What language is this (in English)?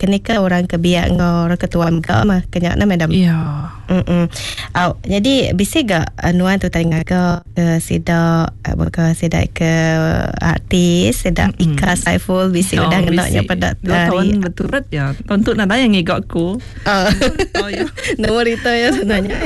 Iban